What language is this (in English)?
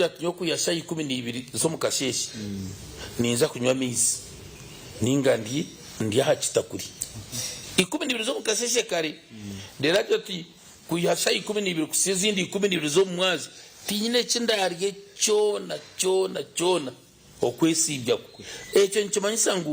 Nyankole